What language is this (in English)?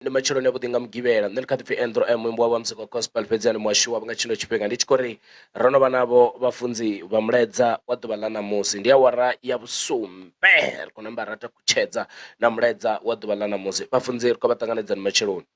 Venda